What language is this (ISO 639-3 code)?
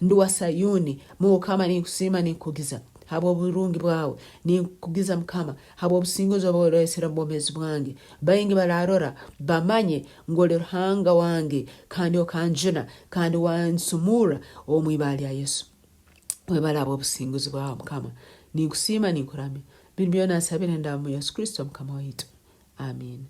nyn